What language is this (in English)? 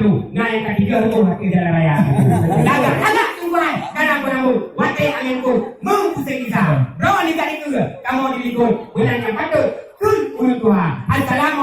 Achinese